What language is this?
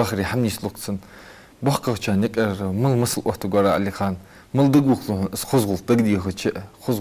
Ingush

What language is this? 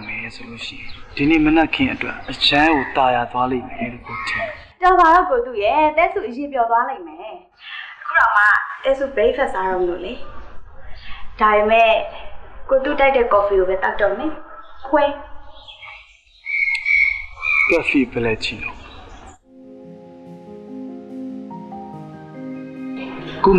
Burmese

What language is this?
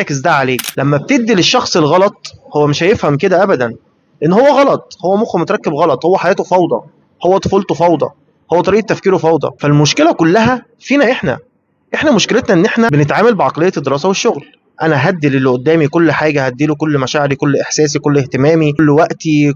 Egyptian Arabic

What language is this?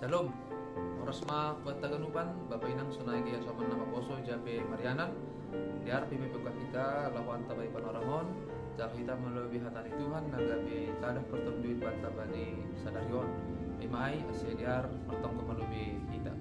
Batak Simalungun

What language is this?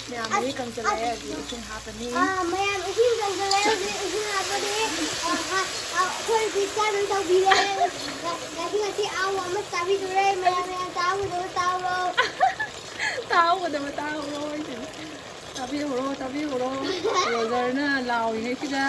Manipuri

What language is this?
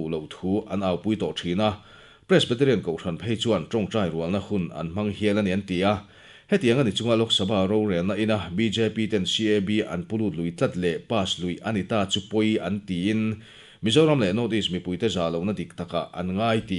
Mizo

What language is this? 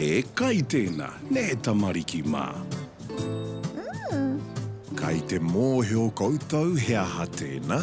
Māori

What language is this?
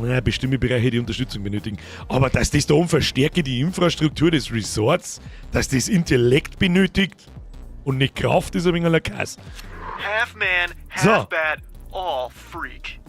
Bavarian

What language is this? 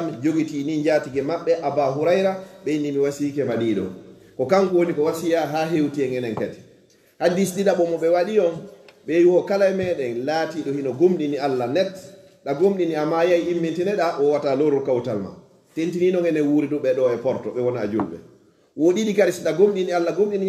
Fula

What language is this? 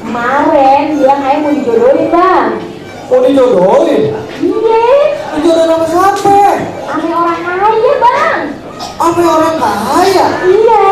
Betawi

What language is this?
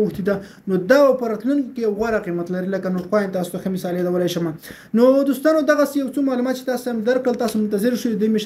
Pashto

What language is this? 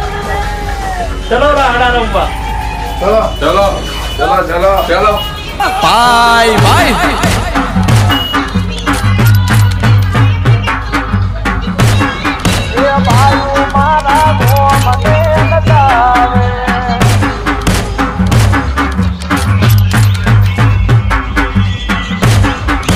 Gujarati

